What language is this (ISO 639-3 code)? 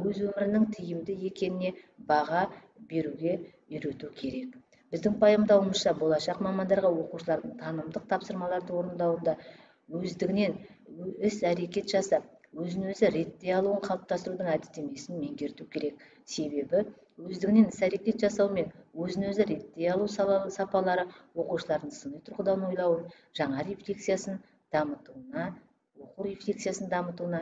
kaz